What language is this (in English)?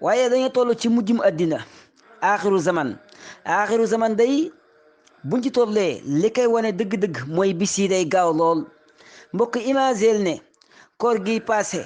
Wolof